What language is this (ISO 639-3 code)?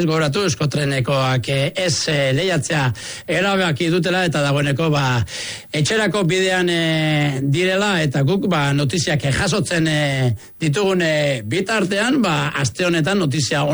eus